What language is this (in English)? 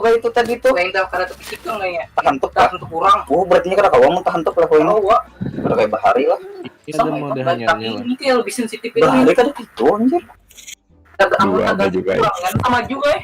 Banjar